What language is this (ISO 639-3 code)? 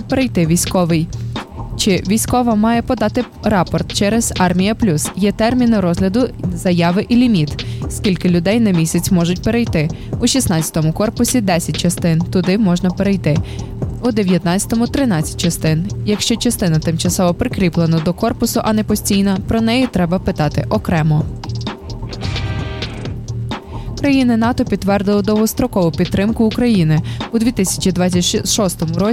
ukr